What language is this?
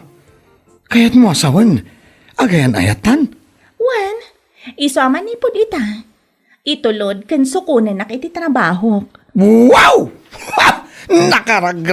Iloko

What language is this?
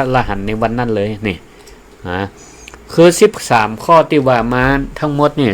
Northern Thai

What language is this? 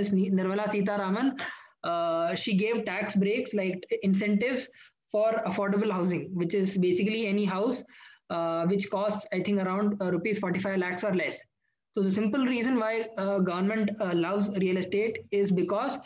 English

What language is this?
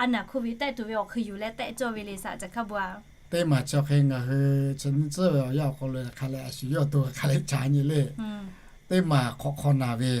Lahu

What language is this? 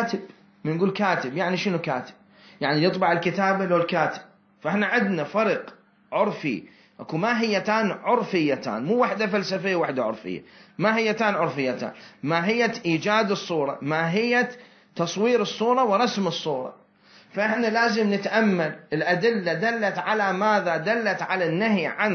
Mesopotamian Arabic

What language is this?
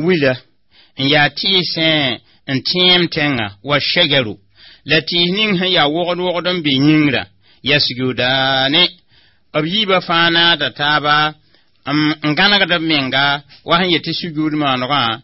Mossi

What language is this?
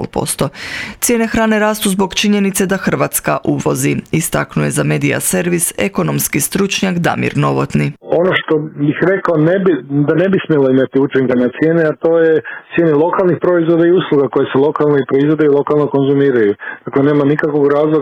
Croatian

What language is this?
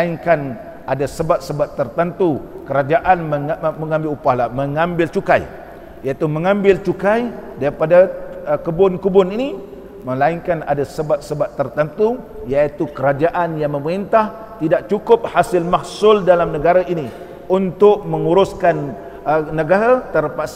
Malay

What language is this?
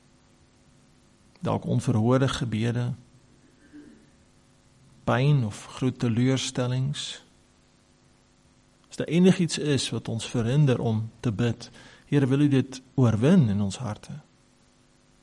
Afrikaans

